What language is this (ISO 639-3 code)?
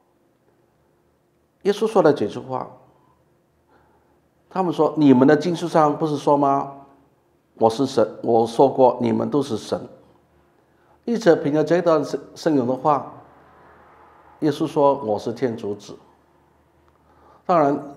zho